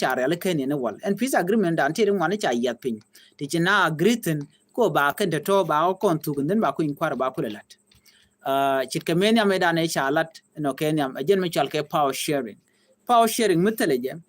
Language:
Nuer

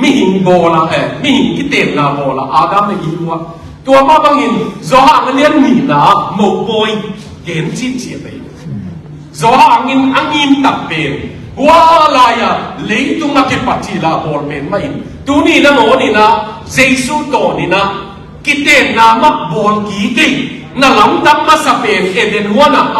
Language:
Tedim Chin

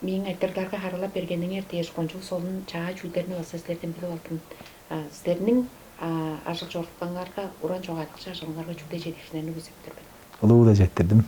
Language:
Tuvinian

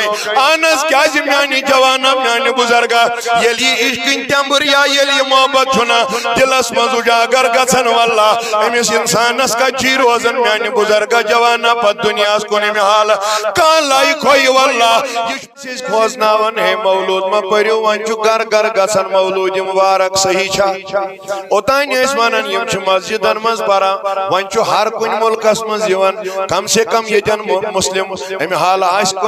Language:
Kashmiri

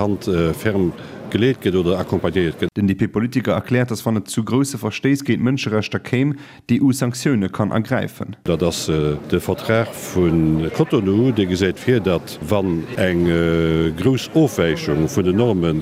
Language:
Luxembourgish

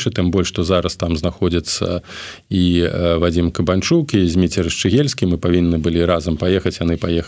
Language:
Belarusian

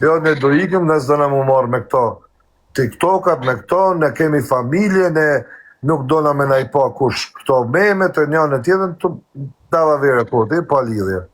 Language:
Albanian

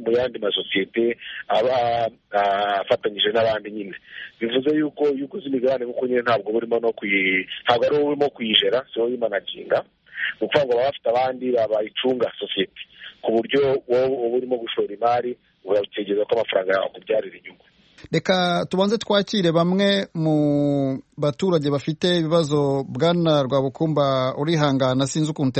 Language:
Kinyarwanda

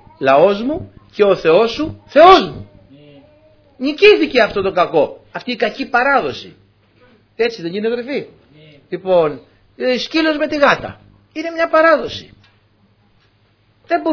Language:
Greek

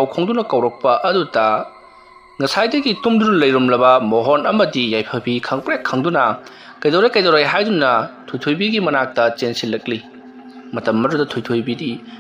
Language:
Manipuri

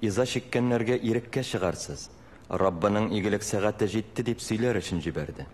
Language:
Tatar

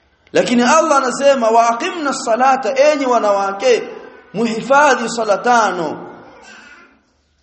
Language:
Swahili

